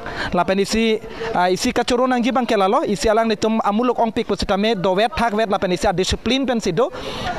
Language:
Karbi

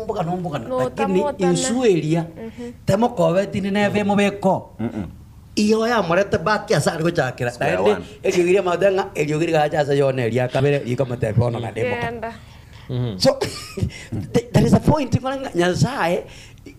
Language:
Gusii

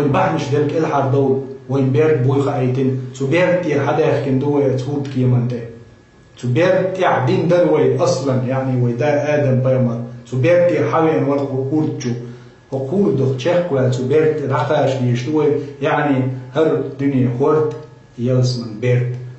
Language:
Chechen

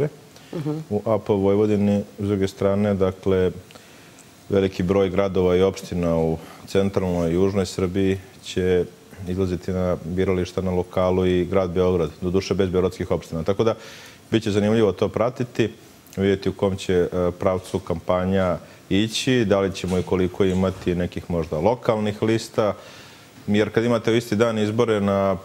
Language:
Serbian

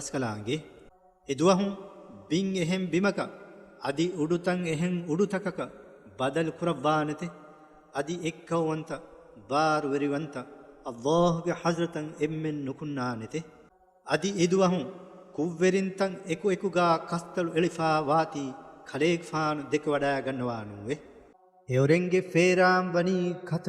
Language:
Divehi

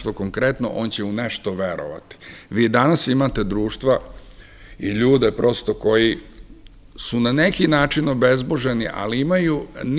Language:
Serbian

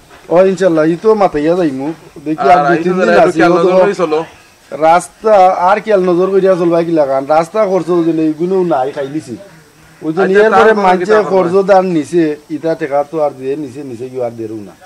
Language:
Sylheti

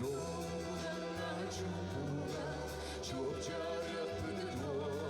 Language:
Yakut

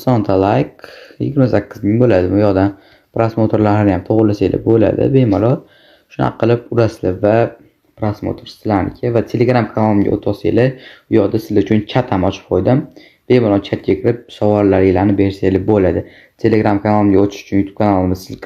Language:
Uzbek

